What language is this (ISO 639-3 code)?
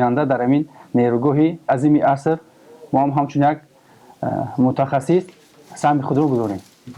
tgk